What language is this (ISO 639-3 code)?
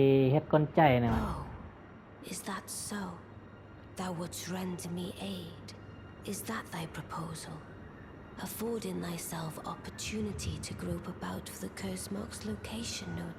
shn